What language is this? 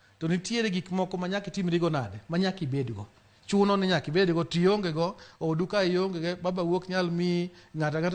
Luo (Kenya and Tanzania)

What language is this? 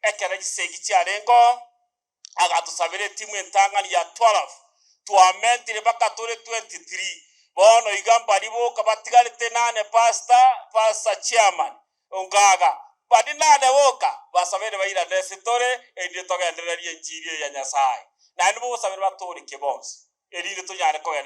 Gusii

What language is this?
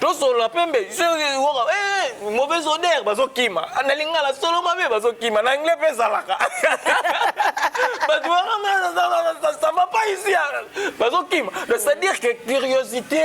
Lingala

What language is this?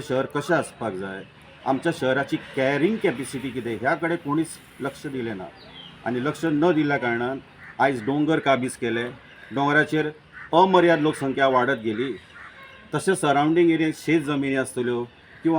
Konkani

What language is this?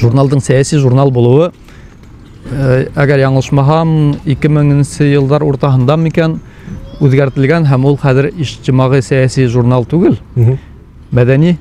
Bashkir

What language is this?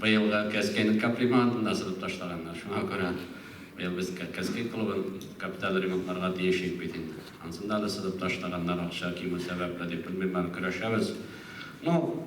Tatar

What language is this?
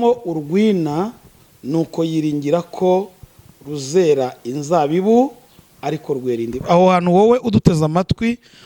Kinyarwanda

